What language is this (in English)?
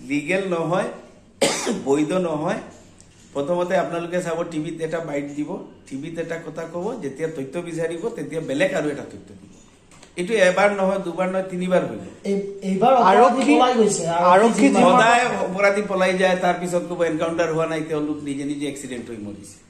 Assamese